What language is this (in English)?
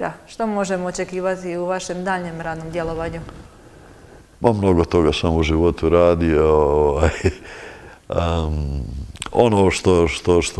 Croatian